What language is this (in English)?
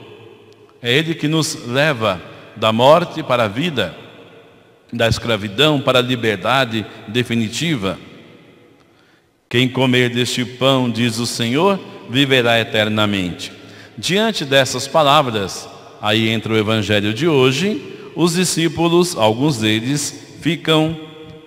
Portuguese